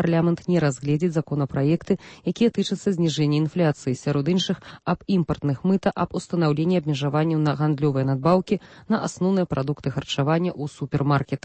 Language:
Belarusian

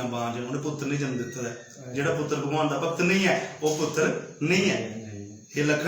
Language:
Dogri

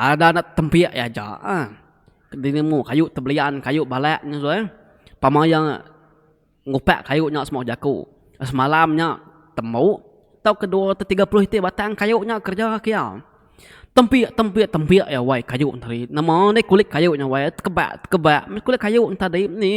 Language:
Iban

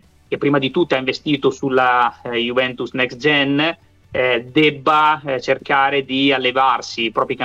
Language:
Italian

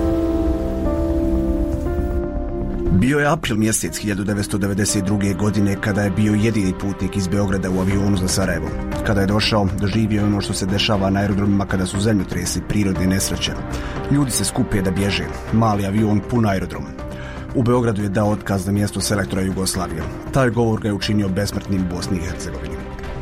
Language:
Bosnian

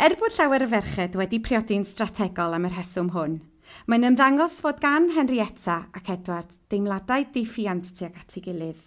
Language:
Welsh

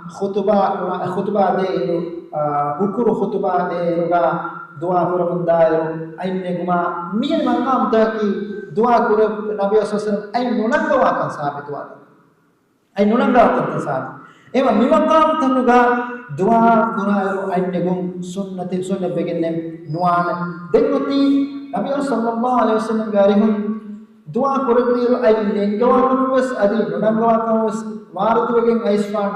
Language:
Divehi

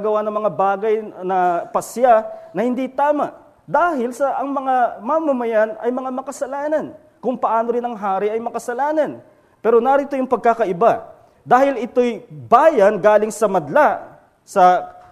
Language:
Filipino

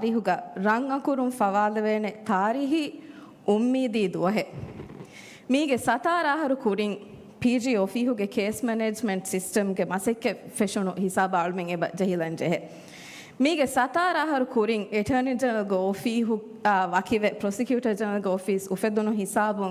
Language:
Divehi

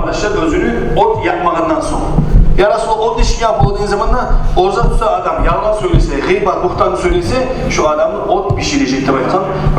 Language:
Kumyk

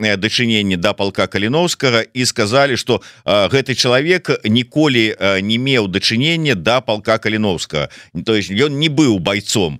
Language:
Belarusian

